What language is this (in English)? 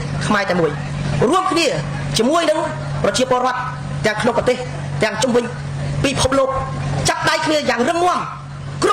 Khmer